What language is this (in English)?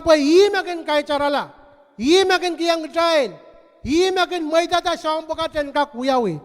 Pohnpeian